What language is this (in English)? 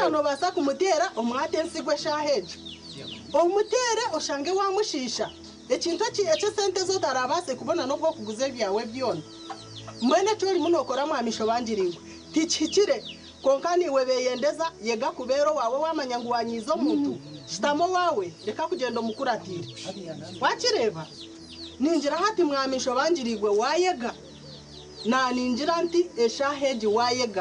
Nyankole